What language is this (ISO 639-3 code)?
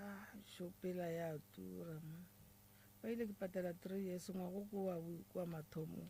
nso